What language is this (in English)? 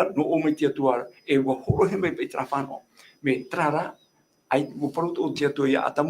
Tahitian